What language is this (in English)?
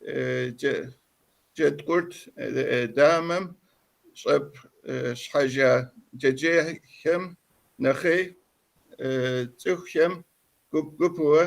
Kabardian